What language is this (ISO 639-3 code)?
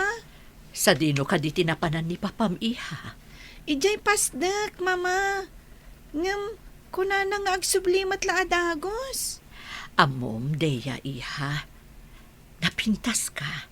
ilo